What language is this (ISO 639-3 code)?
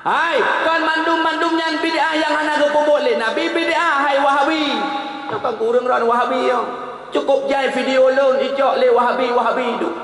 ace